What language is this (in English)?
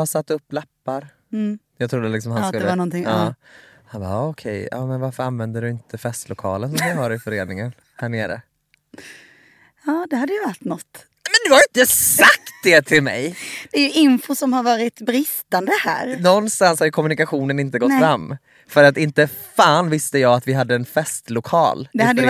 Swedish